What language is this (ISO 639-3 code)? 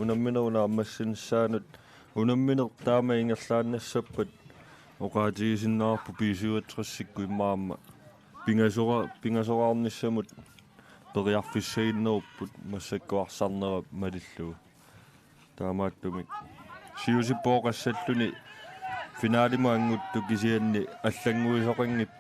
kal